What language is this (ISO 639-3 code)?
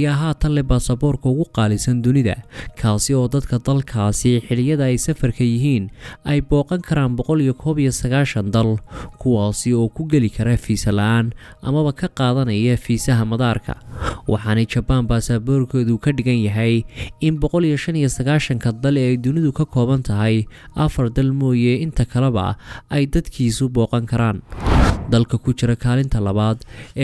som